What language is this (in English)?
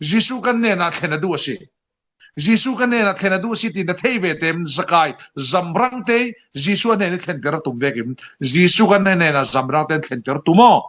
Falam Chin